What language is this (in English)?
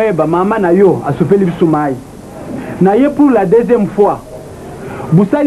Lingala